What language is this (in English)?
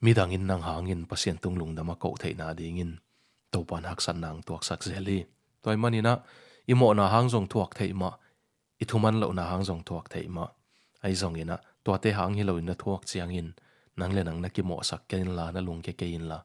Tedim Chin